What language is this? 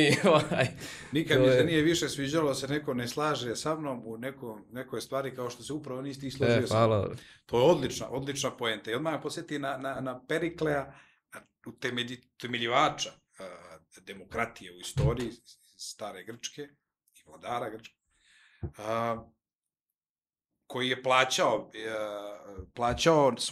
Serbian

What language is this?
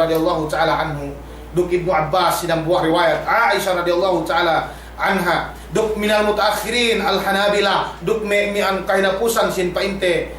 Yakan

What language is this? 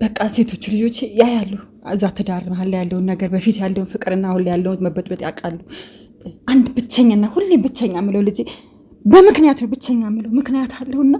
Amharic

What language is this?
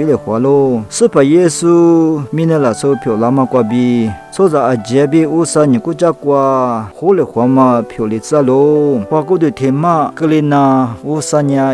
Lisu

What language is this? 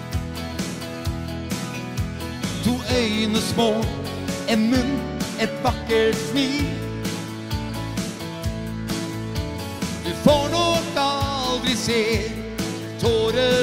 Norwegian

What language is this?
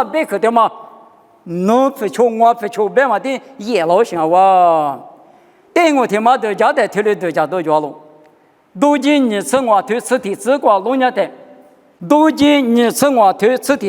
Lisu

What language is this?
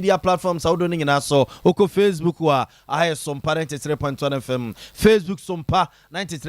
Akan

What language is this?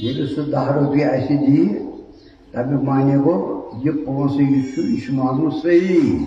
Kashmiri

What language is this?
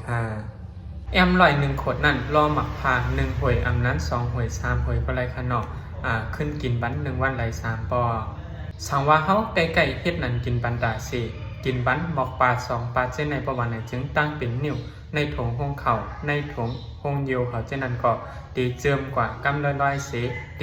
Shan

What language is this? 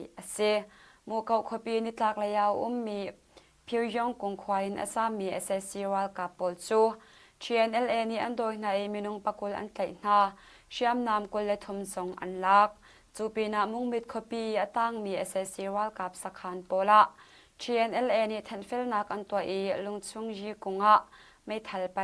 Hakha Chin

